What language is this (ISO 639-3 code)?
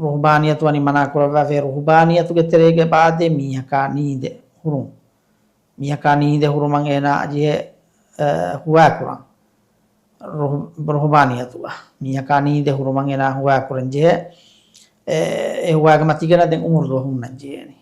div